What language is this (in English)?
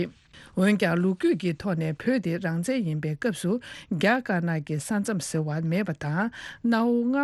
Tibetan